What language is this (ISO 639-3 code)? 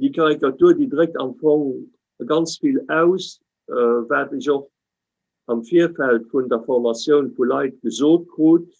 ltz